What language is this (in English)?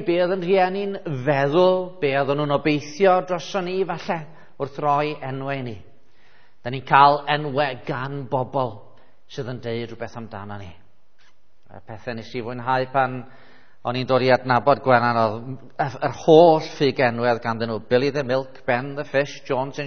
Welsh